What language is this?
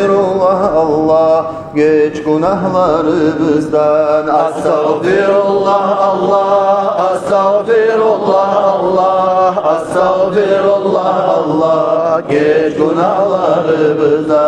Kumyk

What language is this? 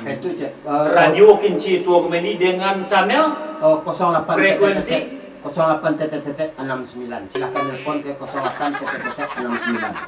Minangkabau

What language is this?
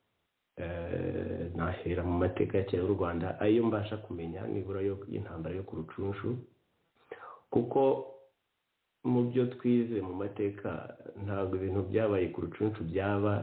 Kinyarwanda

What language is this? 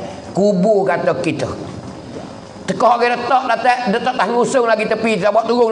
Malay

